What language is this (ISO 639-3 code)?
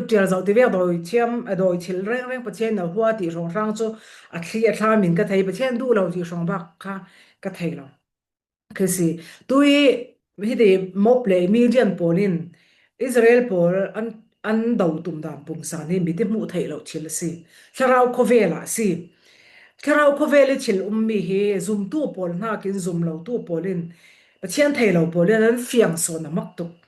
cfm